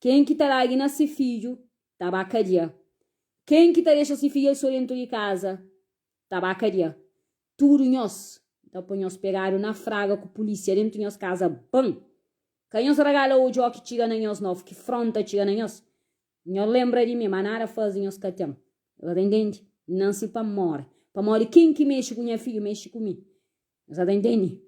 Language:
Kabuverdianu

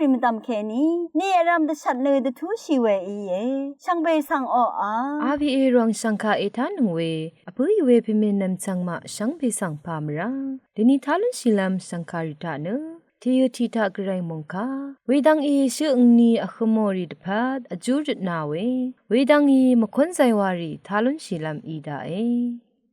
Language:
Rawang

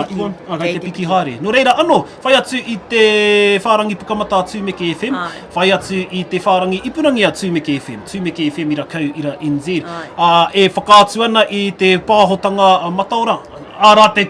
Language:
Māori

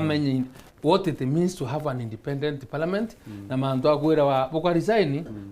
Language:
Meru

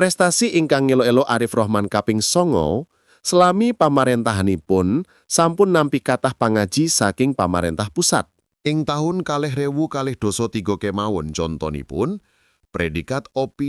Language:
Javanese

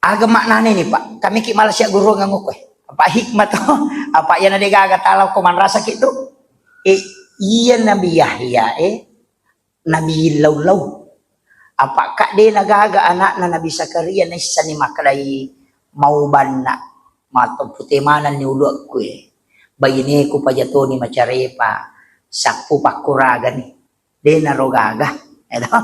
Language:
Buginese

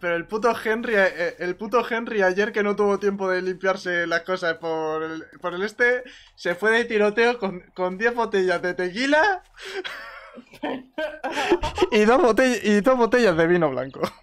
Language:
Spanish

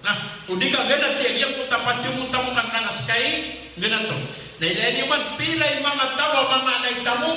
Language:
Maranao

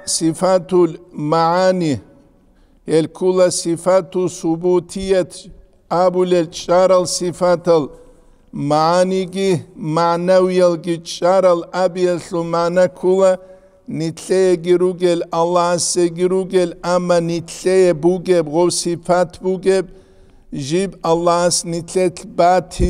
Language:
Avaric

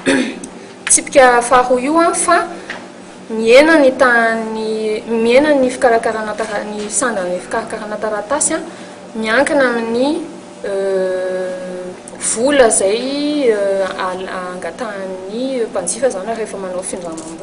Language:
Malagasy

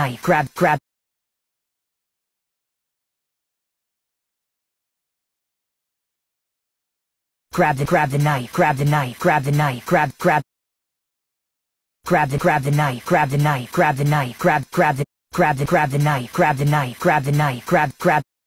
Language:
English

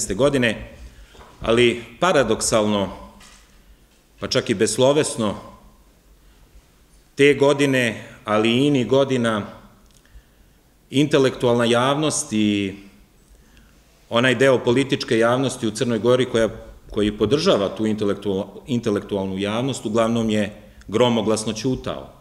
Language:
Serbian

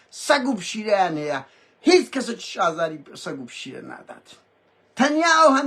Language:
Central Kurdish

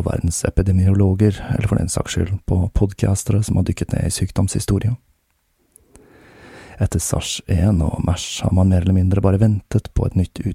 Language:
Norwegian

